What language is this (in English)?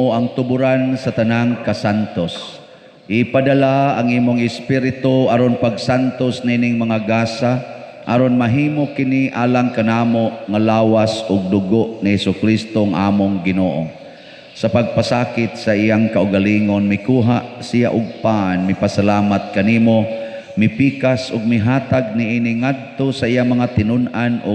Cebuano